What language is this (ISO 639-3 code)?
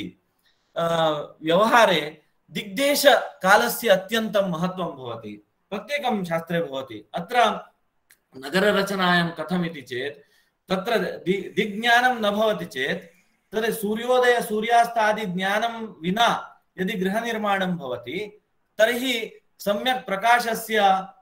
san